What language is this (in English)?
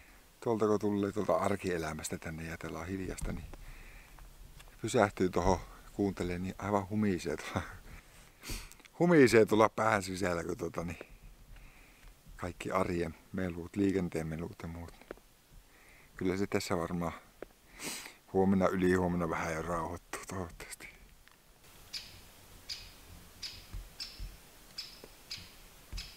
Finnish